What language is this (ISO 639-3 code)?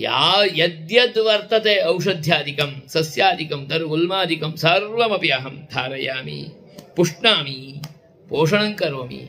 san